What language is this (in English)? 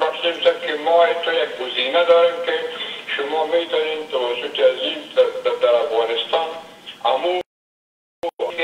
Persian